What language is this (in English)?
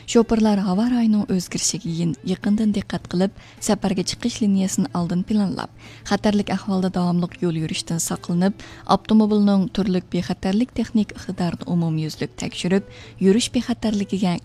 Uyghur